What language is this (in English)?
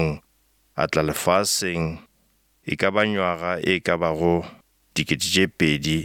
Northern Sotho